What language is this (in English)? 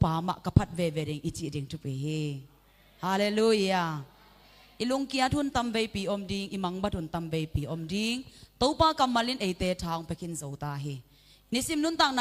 Tedim Chin